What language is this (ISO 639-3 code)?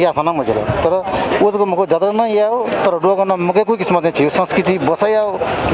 new